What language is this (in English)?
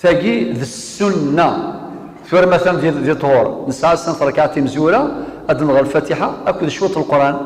Kabyle